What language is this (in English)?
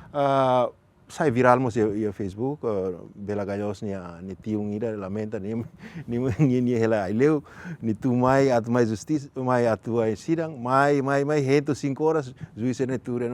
Tetum